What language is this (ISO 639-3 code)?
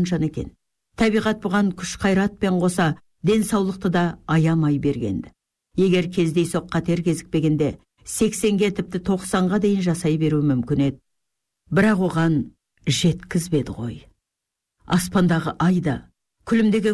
kaz